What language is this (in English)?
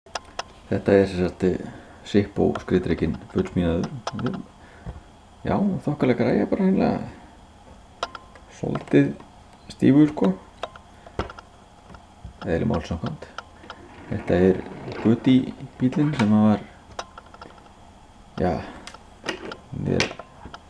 Icelandic